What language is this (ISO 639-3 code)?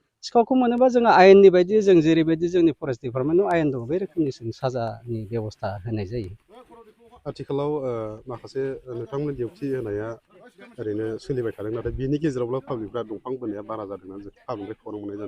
brx